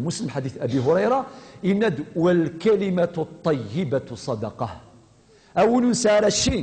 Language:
Kabyle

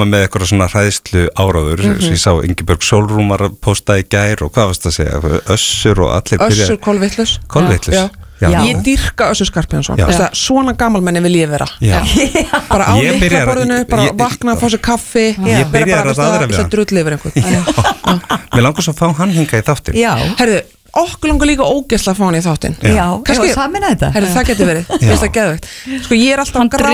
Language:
Icelandic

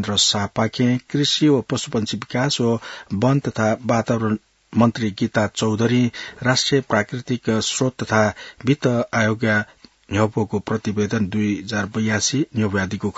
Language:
Newari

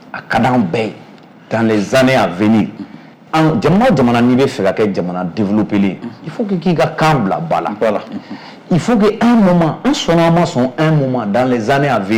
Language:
Bambara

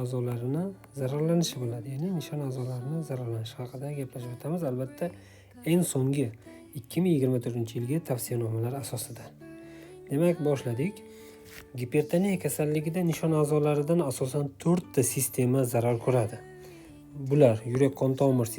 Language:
Uzbek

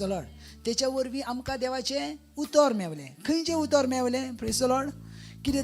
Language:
Konkani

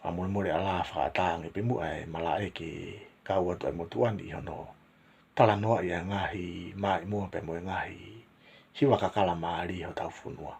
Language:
Tongan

